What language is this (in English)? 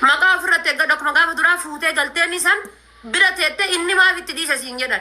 Oromo